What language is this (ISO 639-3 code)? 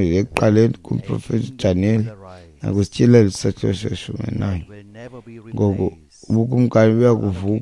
xho